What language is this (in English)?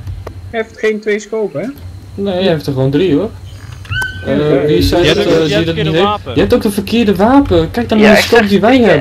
Dutch